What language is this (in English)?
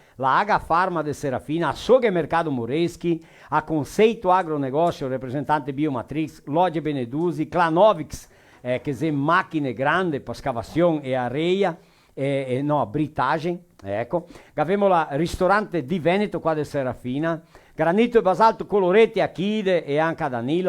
Venetian